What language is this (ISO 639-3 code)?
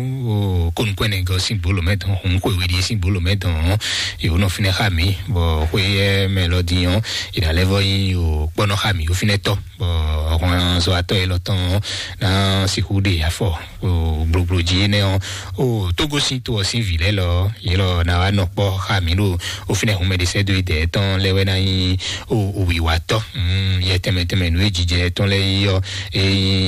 fon